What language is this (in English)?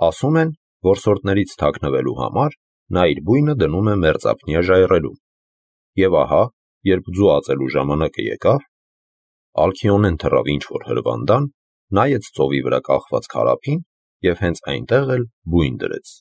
Armenian